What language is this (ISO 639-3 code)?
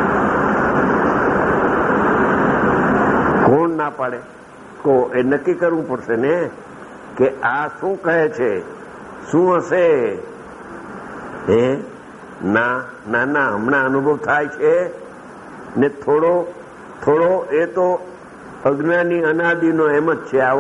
guj